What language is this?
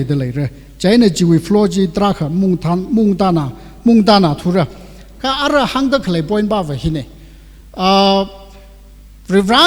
Tangkhul Naga (India)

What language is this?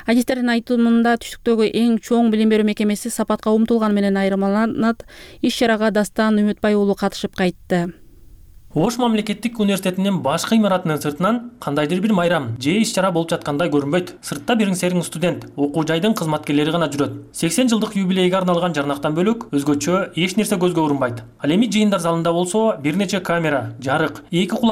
Kyrgyz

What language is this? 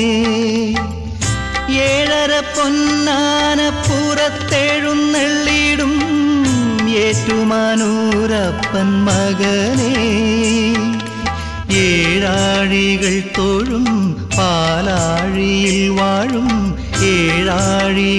Malayalam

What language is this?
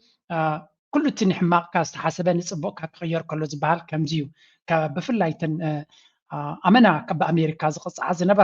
Tigrinya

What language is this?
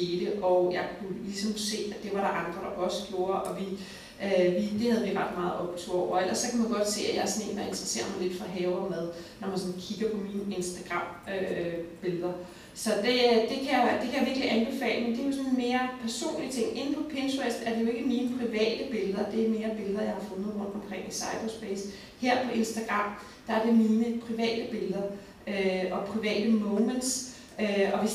Danish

